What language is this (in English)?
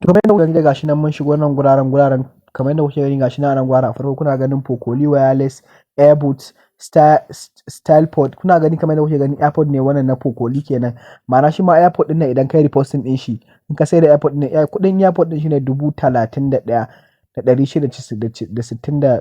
Hausa